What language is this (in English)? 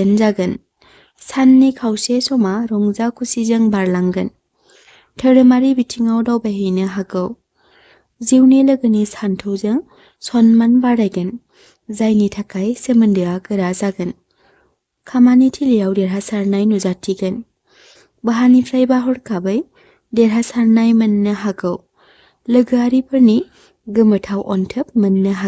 Bodo